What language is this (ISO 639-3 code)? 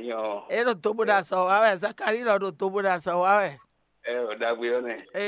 fon